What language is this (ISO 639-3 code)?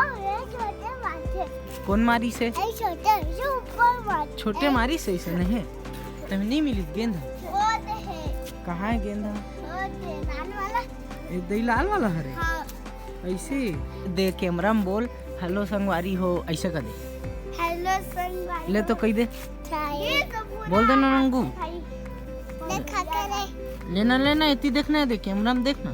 hne